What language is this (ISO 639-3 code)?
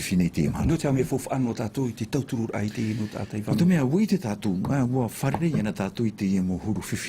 tah